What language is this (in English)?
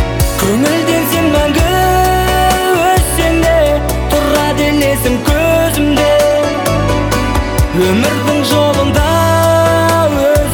Kazakh